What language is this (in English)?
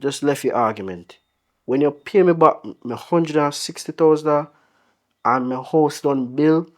Jamaican Creole English